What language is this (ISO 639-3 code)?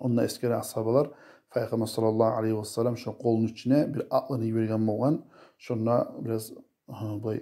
kum